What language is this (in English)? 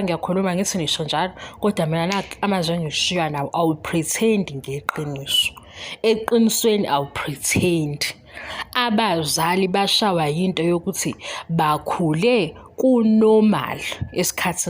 Zulu